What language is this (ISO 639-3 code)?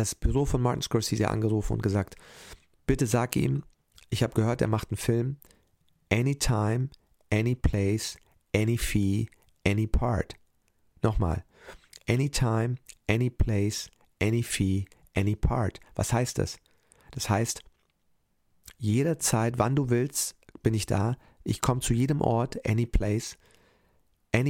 deu